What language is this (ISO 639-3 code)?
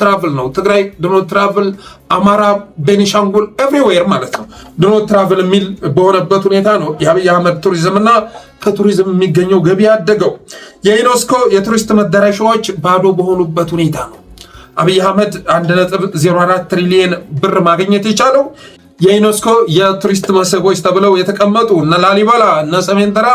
amh